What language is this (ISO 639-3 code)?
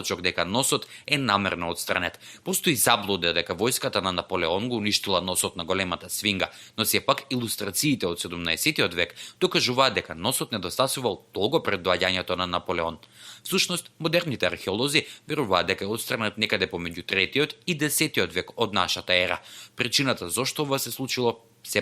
mkd